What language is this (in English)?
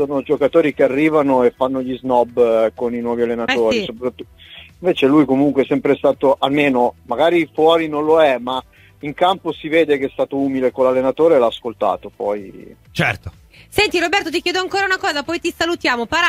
Italian